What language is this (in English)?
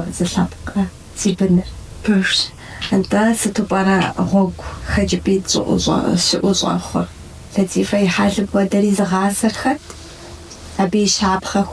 Kabardian